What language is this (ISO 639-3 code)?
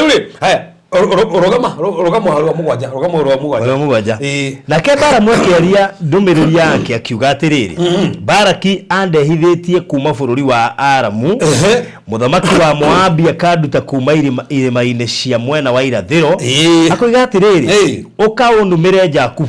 kik